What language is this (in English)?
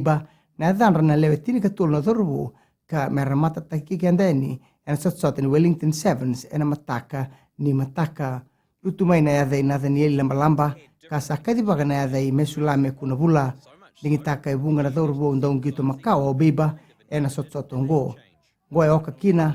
Fijian